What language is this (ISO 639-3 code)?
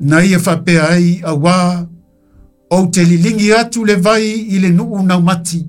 smo